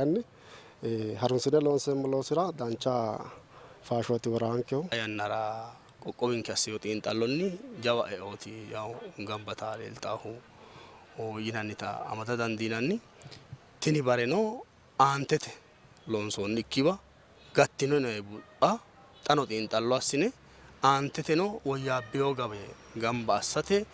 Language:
Sidamo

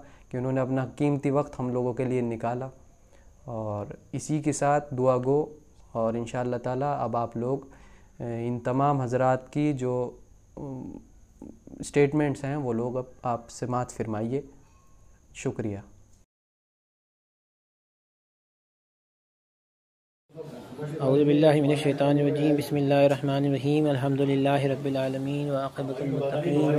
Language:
Urdu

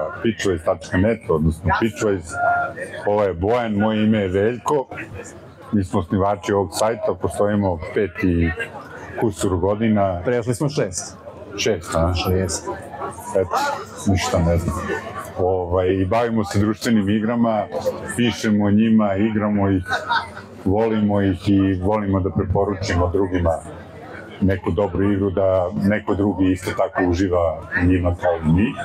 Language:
Serbian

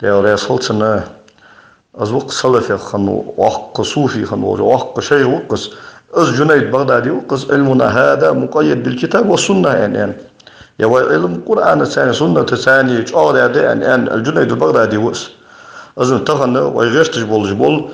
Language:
Ingush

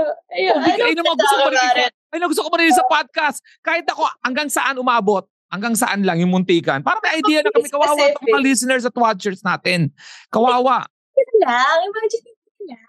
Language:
Filipino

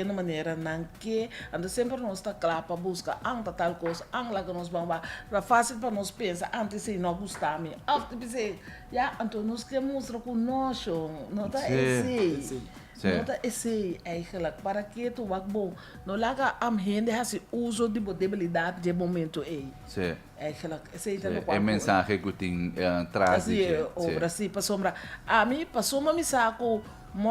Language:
Papiamento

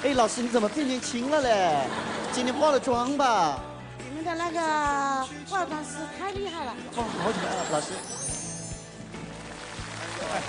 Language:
Chinese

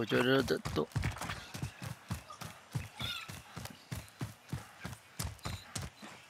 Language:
Malay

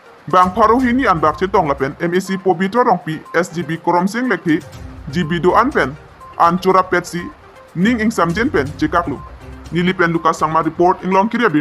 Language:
Karbi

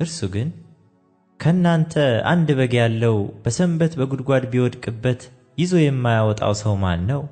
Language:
Amharic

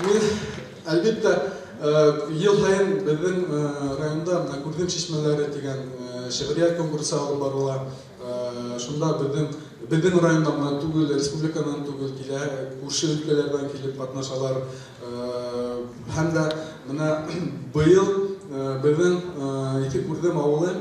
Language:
Bashkir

